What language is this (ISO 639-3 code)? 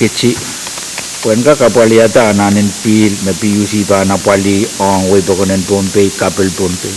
pon